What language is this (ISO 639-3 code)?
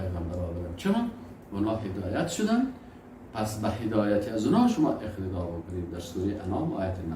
fas